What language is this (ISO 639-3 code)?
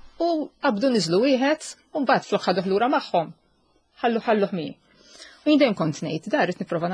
mlt